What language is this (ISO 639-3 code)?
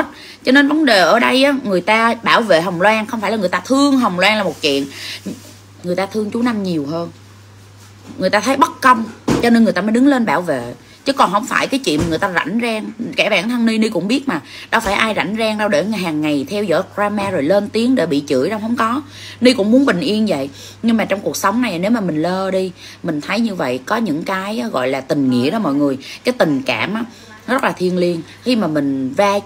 vie